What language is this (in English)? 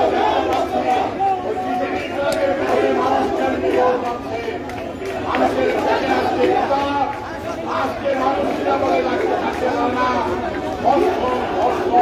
Bangla